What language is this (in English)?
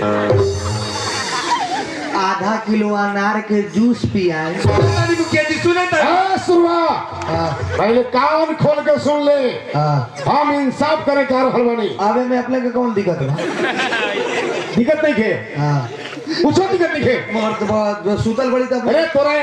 Bhojpuri